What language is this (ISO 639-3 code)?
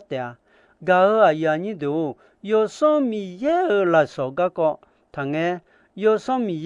ahk